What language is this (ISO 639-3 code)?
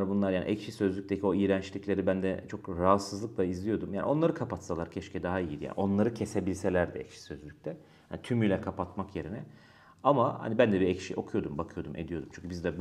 tur